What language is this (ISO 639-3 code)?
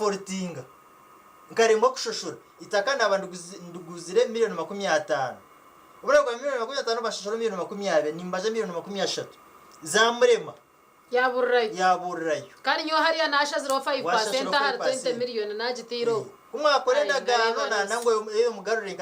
nyn